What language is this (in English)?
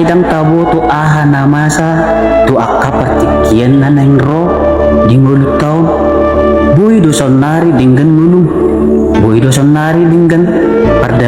Batak Toba